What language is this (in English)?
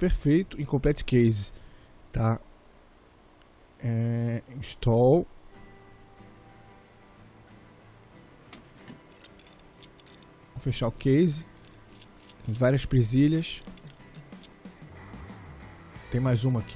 Portuguese